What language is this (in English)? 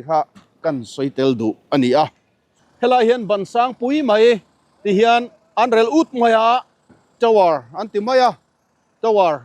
Mizo